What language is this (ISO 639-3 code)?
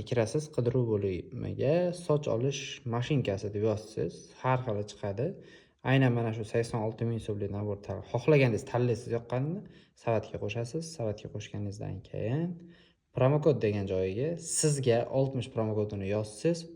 uzb